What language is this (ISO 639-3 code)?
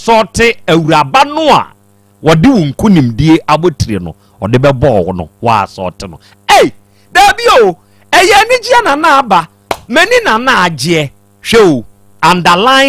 aka